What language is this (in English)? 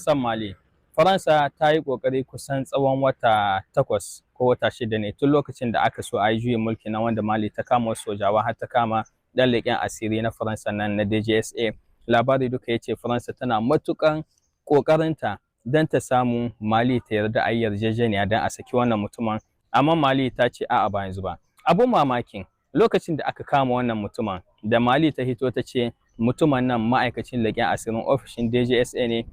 Hausa